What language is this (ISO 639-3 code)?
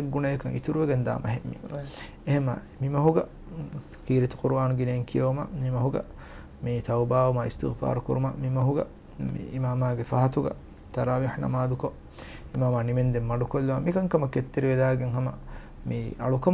div